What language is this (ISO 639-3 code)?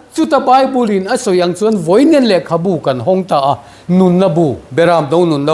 lus